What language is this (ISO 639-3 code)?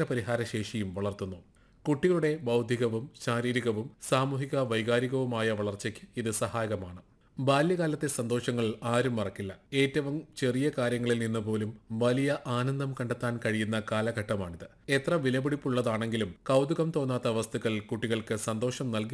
mal